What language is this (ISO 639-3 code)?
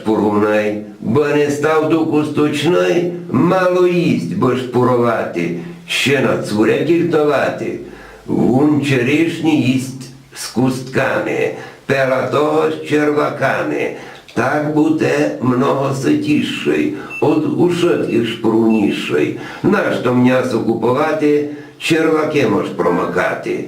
rue